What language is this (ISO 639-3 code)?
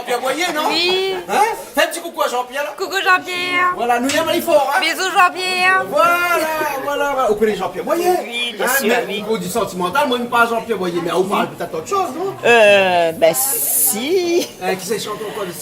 rcf